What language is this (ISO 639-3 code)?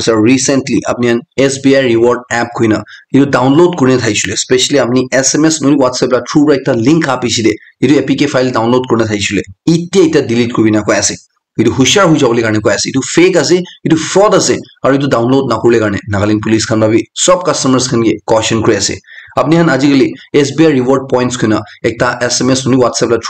nag